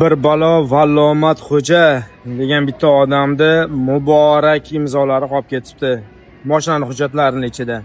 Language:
Uzbek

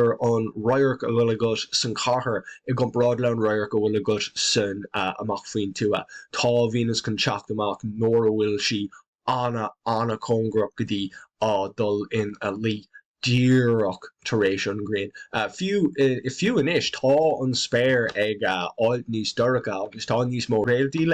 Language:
Irish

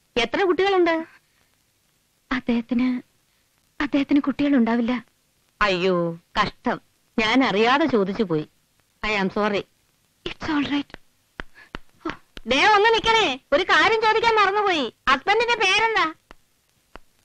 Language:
Malayalam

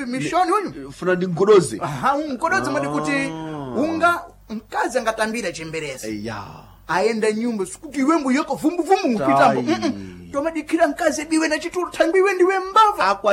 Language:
Sena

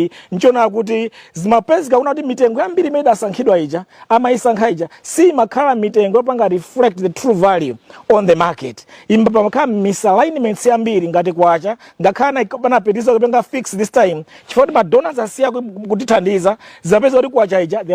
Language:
Nyanja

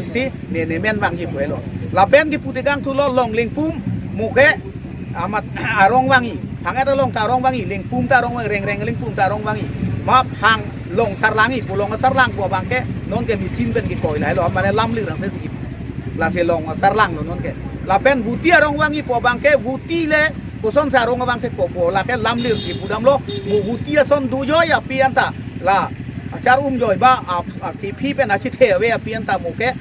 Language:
Karbi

